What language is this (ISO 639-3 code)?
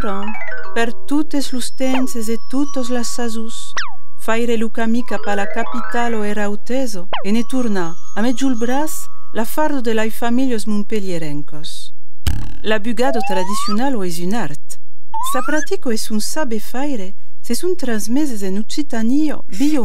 oci